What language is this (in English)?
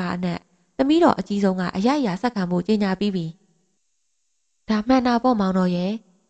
Burmese